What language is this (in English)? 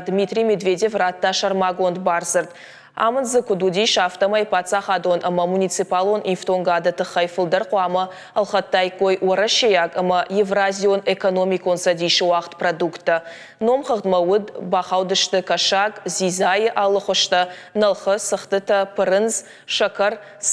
Ossetic